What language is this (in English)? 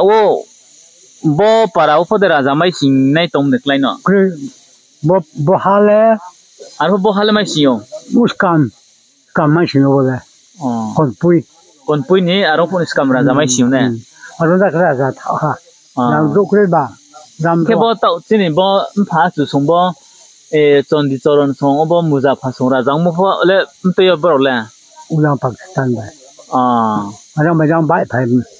Riang (India)